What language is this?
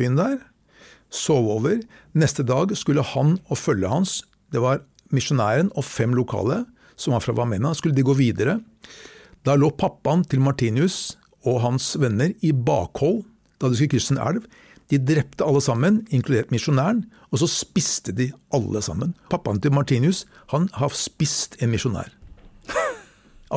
Norwegian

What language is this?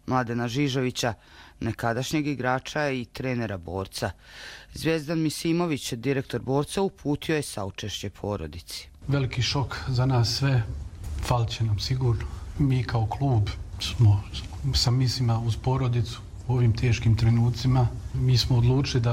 Croatian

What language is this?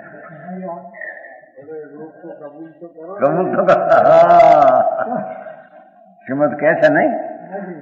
Gujarati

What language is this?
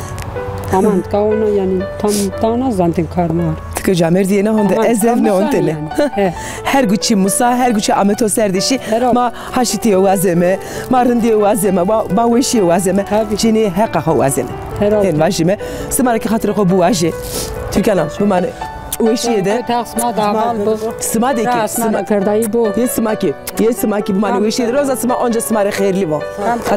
Zaza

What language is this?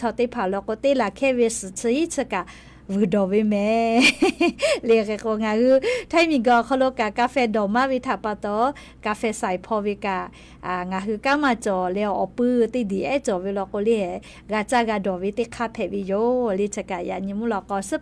Lahu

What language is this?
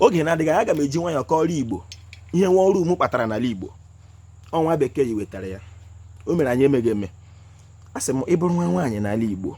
Igbo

